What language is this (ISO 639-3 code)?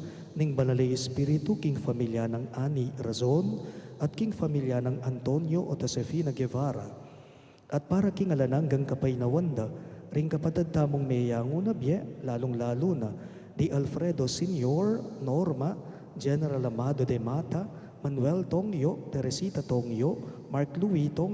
pam